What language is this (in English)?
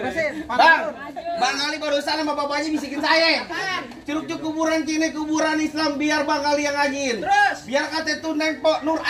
Betawi